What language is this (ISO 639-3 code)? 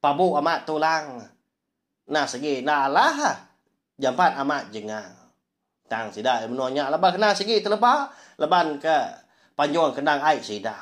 iba